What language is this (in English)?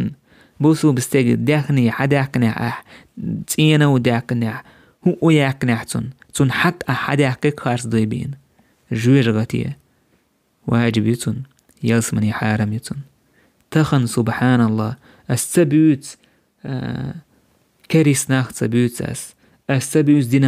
Chechen